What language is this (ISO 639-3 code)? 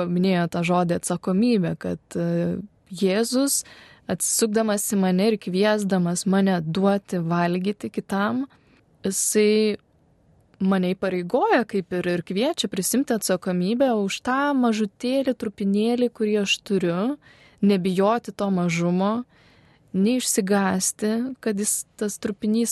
lit